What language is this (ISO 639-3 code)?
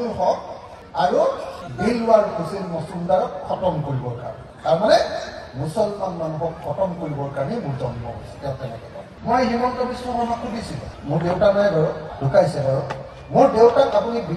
asm